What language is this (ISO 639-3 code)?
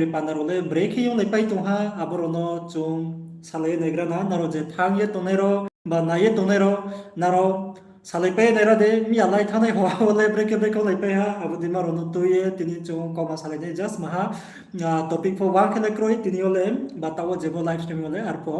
ria